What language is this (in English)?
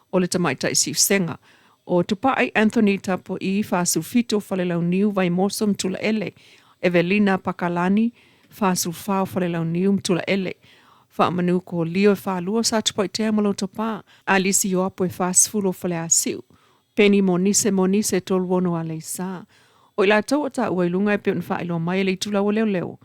Samoan